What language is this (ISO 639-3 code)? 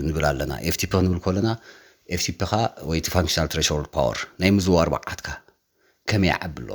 tir